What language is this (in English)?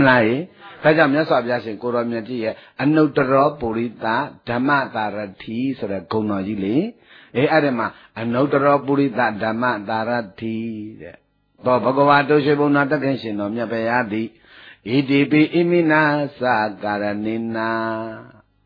Burmese